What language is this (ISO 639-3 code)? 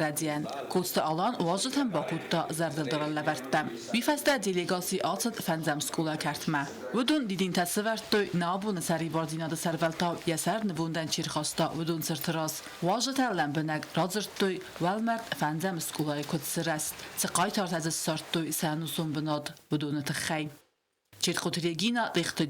oss